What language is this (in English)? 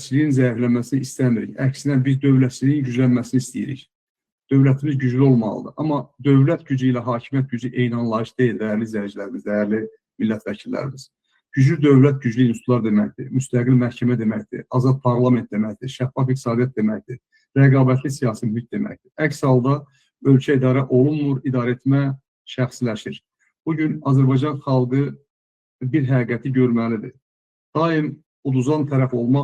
Azerbaijani